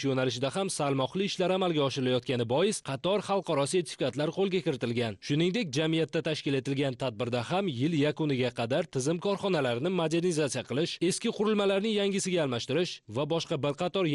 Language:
Uzbek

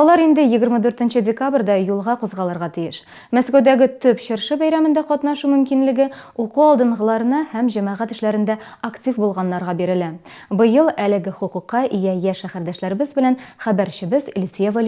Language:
Tatar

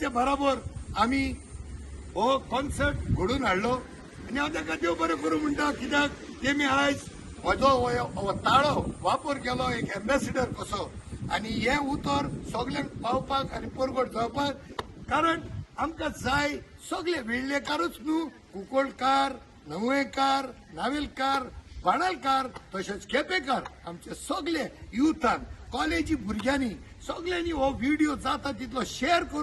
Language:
Konkani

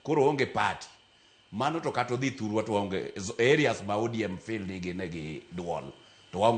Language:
Luo (Kenya and Tanzania)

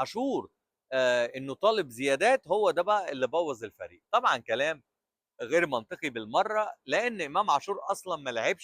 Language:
Egyptian Arabic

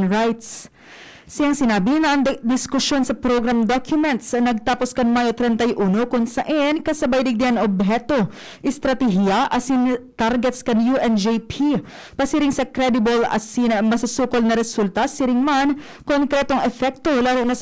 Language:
Bikol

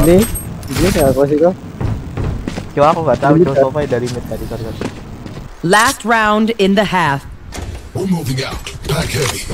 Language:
Indonesian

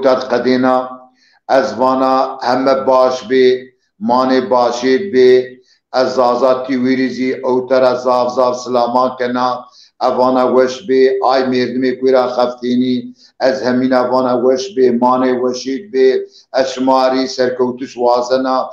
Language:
Zaza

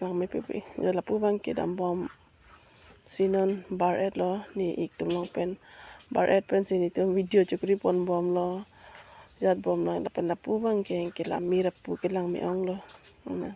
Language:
Karbi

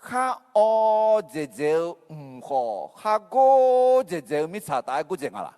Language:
Akha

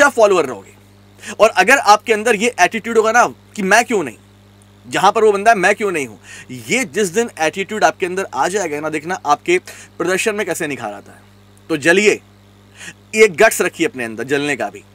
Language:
Hindi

